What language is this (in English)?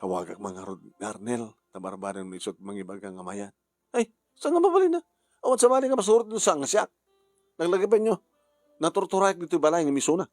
Iloko